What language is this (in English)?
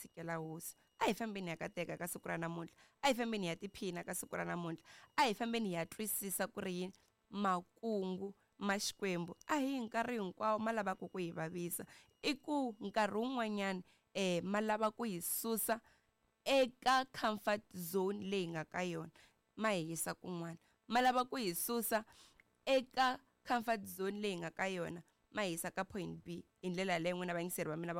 Tsonga